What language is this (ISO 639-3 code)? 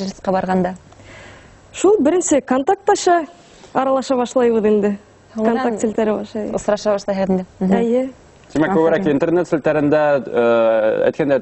bak